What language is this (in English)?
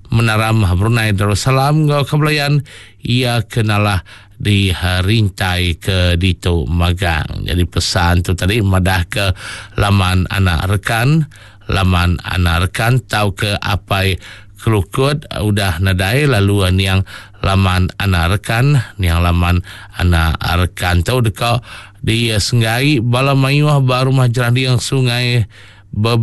Iban